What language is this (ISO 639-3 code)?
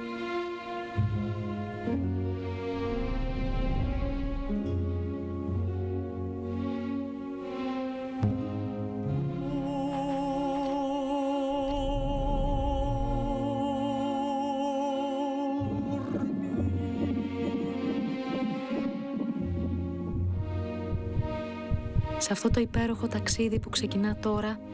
ell